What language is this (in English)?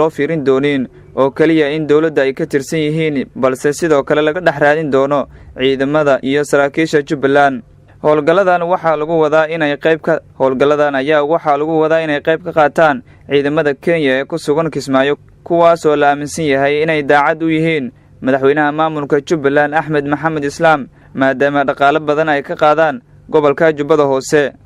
Somali